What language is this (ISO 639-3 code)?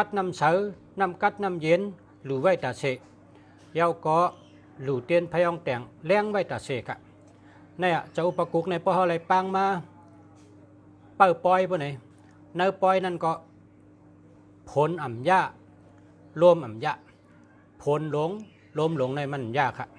shn